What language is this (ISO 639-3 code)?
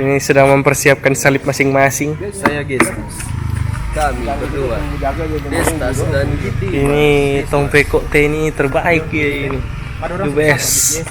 xmm